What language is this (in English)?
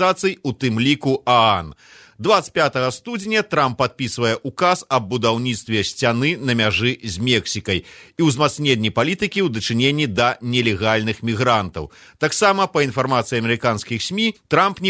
Belarusian